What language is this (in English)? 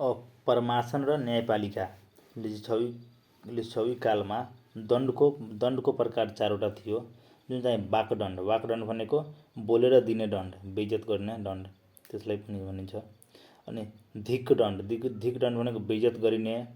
Nepali